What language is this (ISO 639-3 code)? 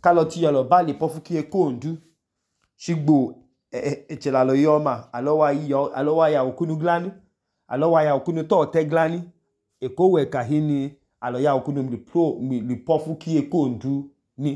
idu